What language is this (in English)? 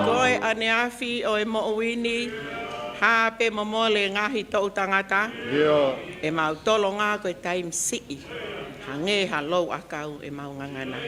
Tongan